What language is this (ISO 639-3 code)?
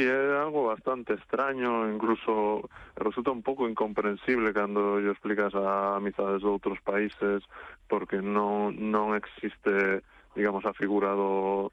glg